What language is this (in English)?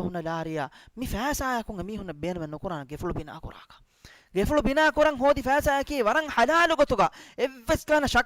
Divehi